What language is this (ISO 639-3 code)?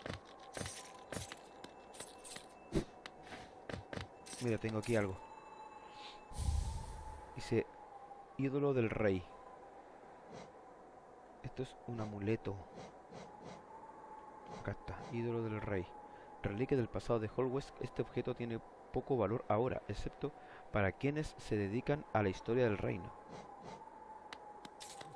spa